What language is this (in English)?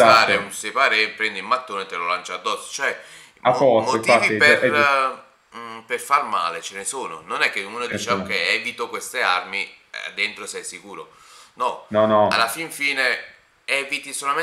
Italian